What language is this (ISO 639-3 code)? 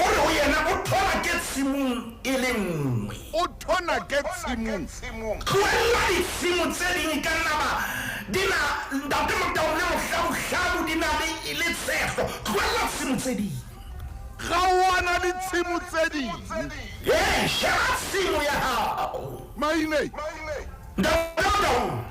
sot